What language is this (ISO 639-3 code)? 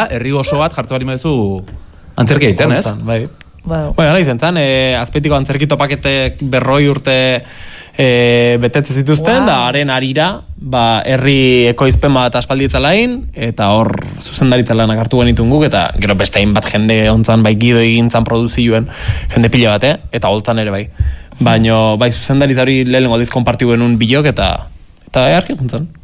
eus